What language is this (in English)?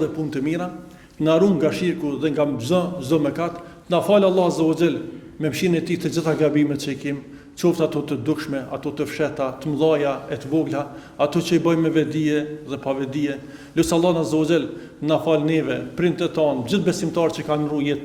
Albanian